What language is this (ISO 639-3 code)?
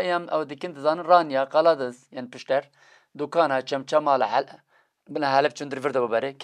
kur